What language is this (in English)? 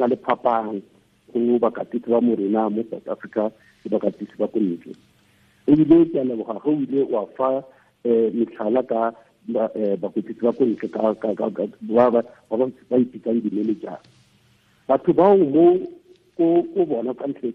Tswana